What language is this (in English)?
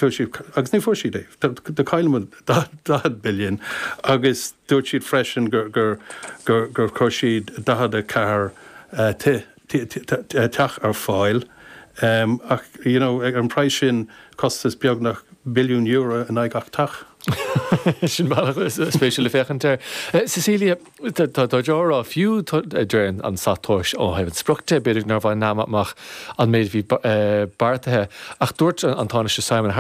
Irish